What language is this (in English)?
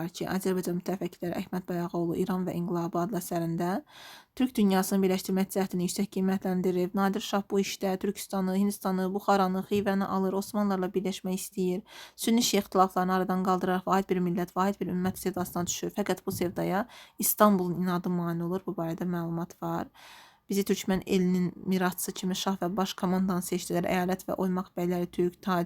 Azerbaijani